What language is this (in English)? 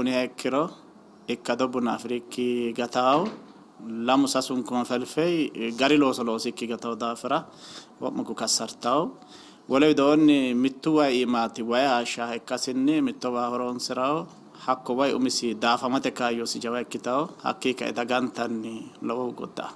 Sidamo